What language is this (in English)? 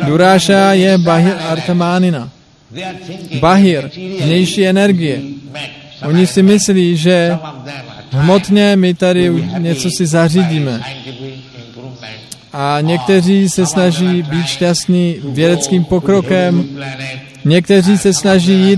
Czech